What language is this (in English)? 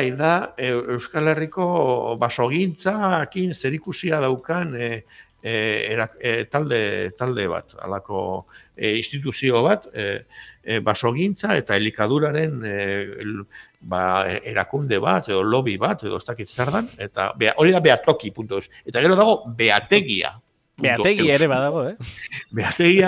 Basque